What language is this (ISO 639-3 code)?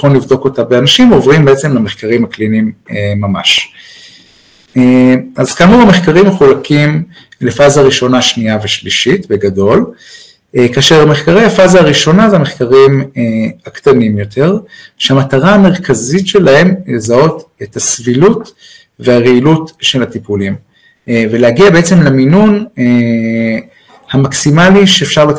heb